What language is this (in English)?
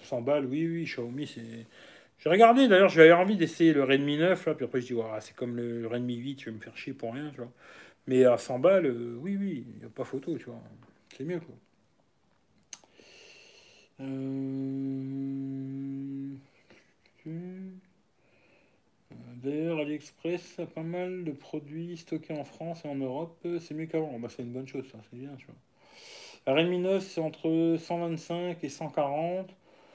French